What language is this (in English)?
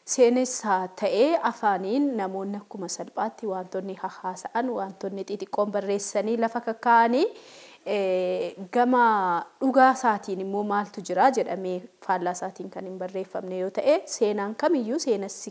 Oromo